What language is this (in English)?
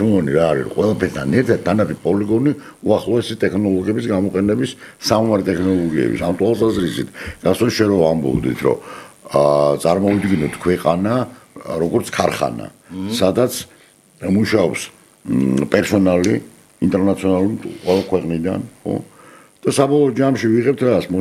Georgian